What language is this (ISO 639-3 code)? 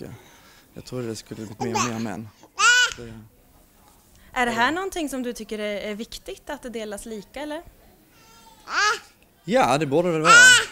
swe